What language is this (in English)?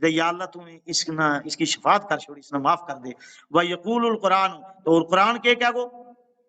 Gujari